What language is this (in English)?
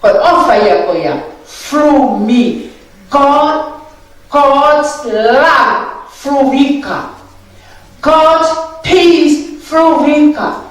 Tongan